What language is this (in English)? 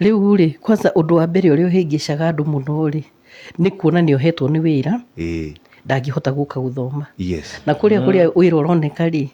Kikuyu